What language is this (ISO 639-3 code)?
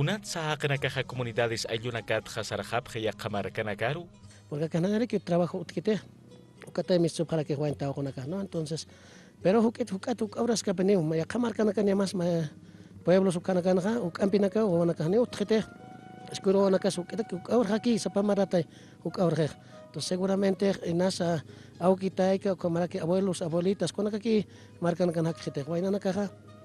aym